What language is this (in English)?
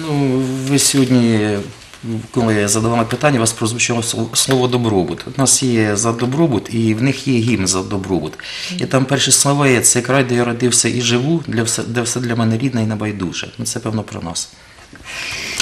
Ukrainian